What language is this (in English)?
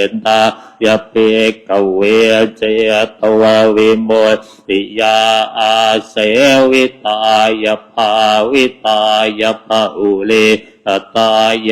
Pali